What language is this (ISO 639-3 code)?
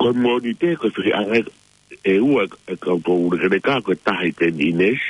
ton